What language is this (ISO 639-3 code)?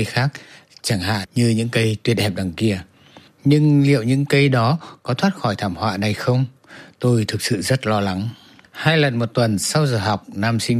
vie